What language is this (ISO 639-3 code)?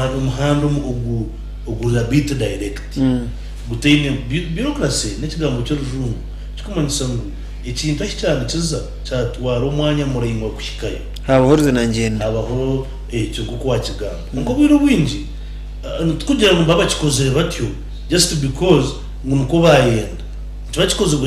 nyn